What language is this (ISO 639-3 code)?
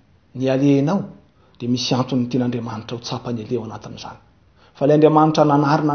mlg